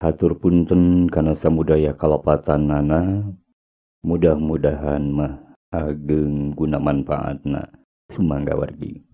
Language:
Sundanese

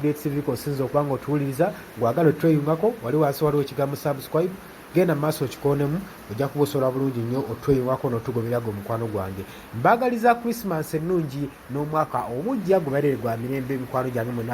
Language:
Ganda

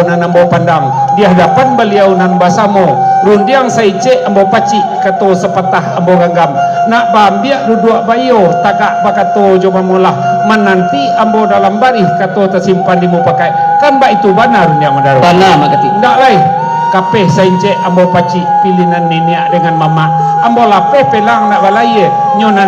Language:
Minangkabau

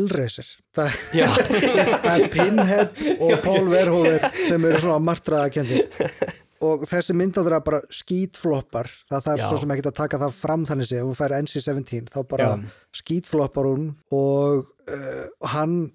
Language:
Icelandic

